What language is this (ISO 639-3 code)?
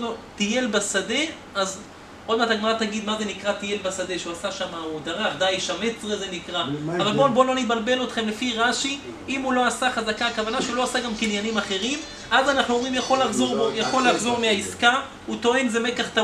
heb